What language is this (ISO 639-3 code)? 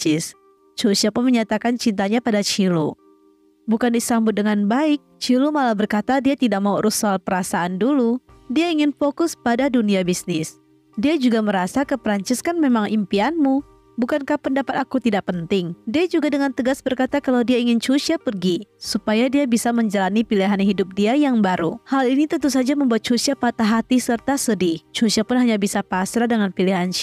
ind